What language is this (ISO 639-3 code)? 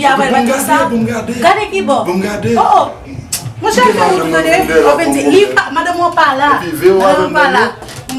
hat